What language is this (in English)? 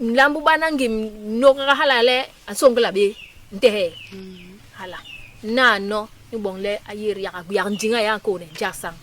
Basaa